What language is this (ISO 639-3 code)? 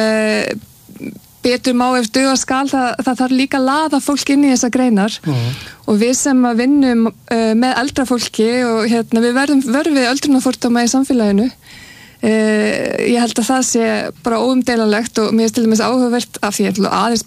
isl